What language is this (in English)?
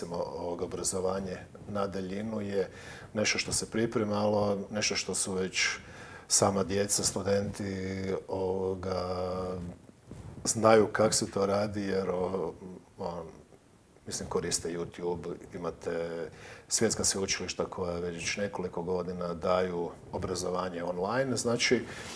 Croatian